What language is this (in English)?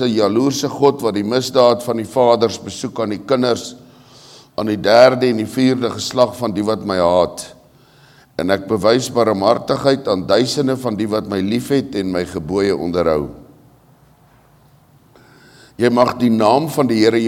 Afrikaans